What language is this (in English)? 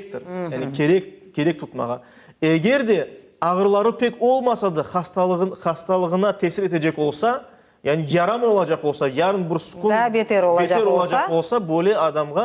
Crimean Tatar